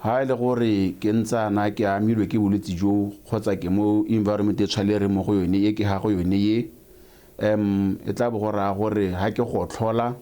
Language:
Tswana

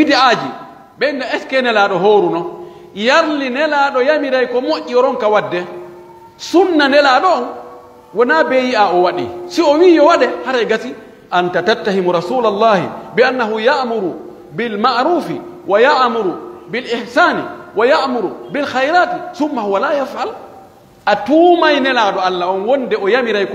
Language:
Pular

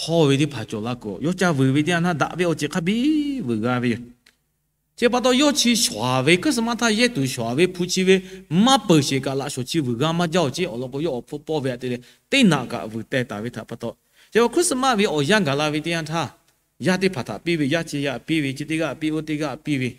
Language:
Lahu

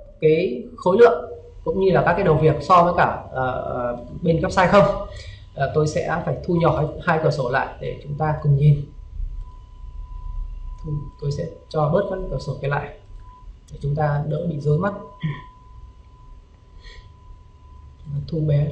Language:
Vietnamese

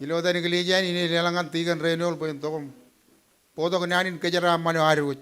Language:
Marshallese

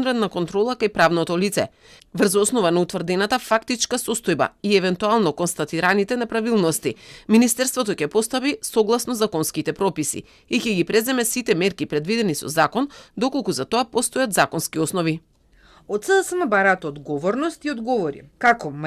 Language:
Macedonian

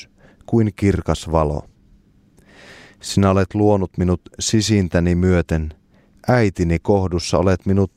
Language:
Finnish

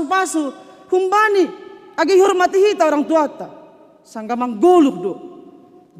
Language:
Batak Simalungun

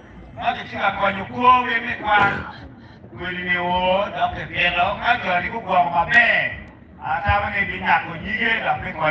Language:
Acoli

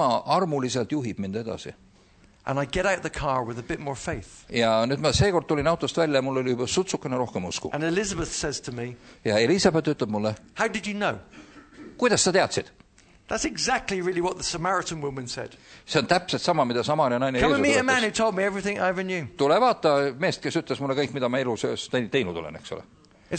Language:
Estonian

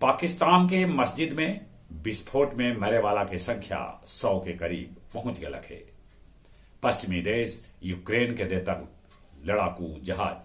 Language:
Magahi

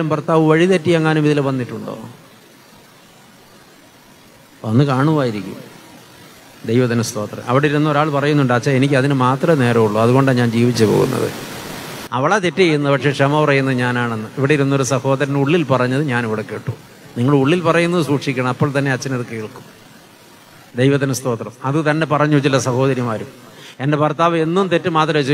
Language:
Malayalam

